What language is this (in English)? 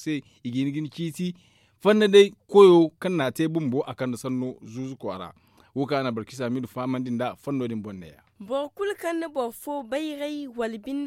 Zarma